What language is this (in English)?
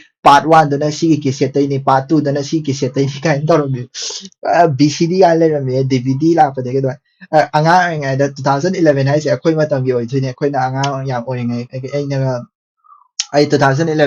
Manipuri